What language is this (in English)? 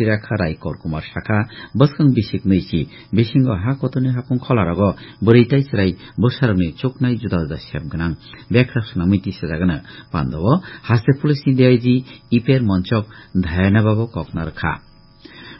Kok Borok